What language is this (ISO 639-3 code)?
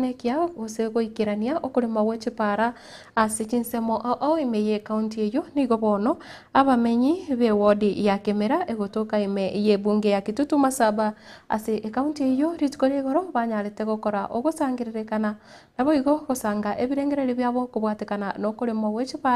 guz